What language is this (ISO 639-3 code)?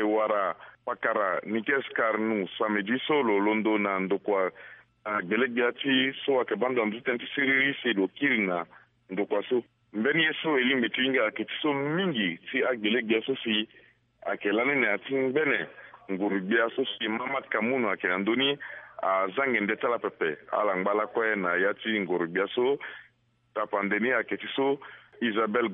sag